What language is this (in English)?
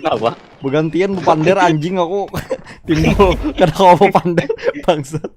Banjar